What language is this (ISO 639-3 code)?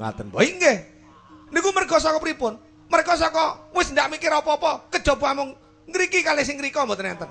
jav